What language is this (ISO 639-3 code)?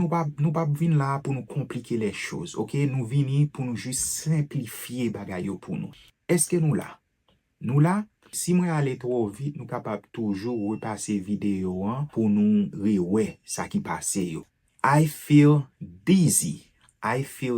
hat